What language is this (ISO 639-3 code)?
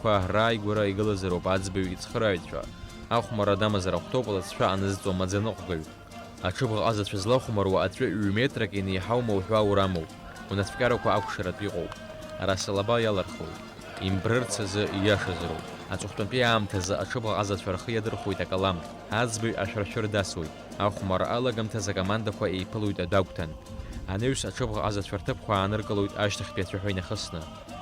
abk